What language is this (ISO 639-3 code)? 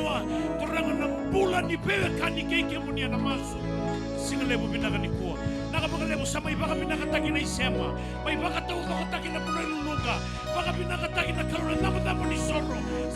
fij